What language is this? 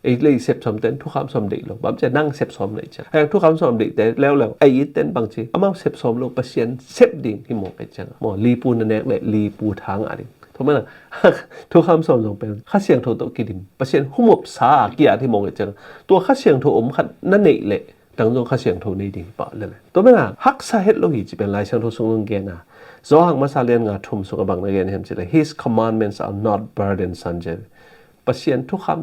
Tedim Chin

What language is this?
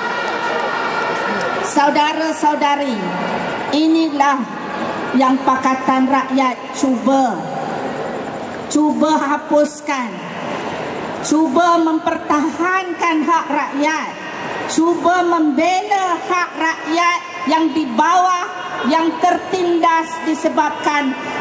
Malay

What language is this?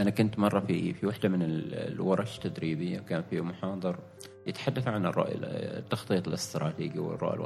Gulf Arabic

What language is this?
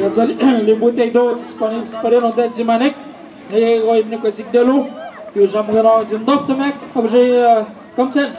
Atikamekw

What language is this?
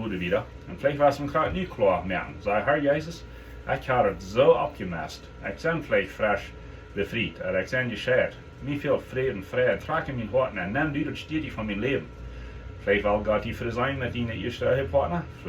Plautdietsch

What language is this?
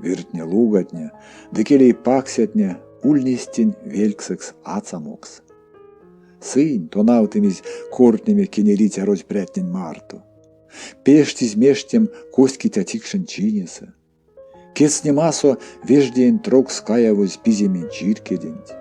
Erzya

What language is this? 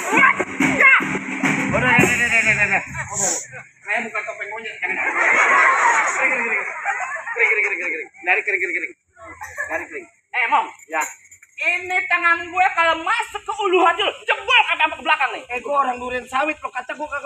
Betawi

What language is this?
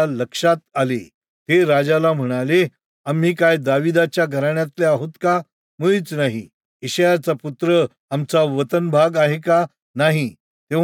Marathi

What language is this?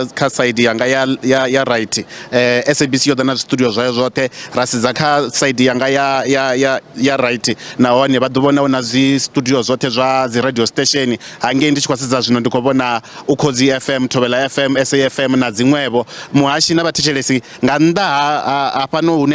Venda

